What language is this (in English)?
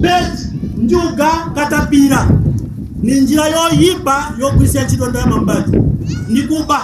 Nyanja